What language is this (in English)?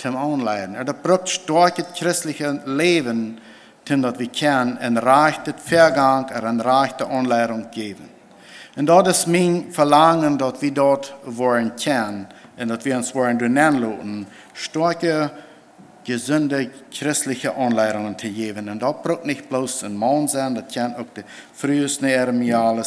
Plautdietsch